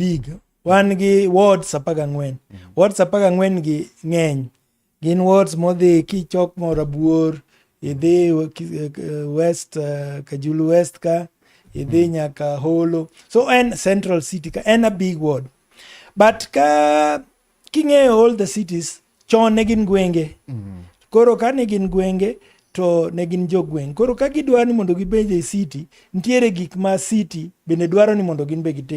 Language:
Luo (Kenya and Tanzania)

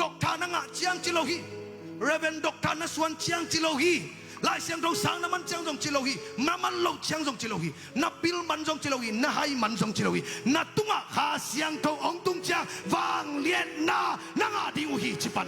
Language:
Tedim Chin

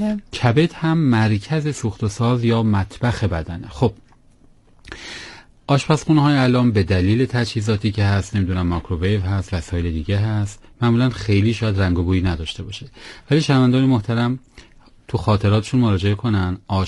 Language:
Persian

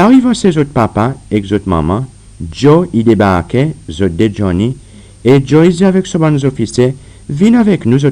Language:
Seselwa Creole French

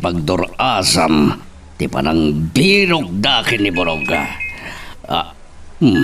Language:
Iloko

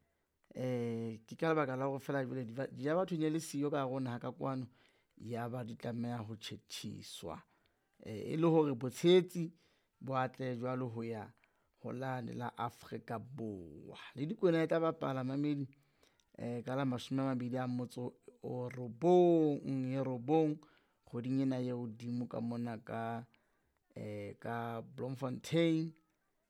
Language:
Southern Sotho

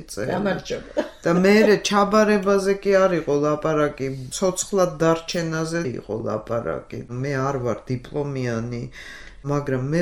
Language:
Georgian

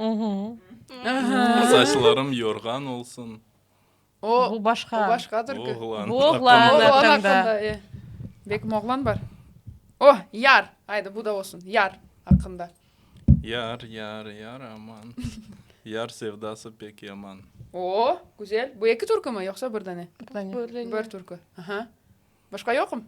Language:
Crimean Tatar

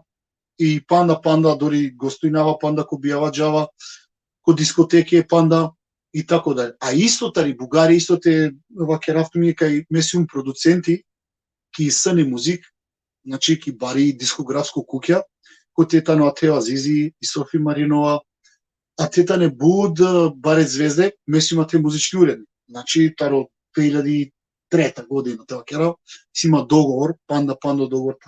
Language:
Balkan Romani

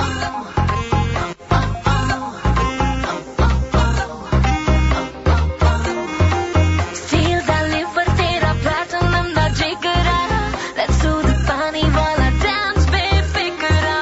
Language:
Bangla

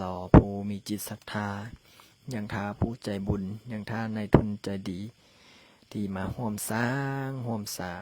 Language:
Lao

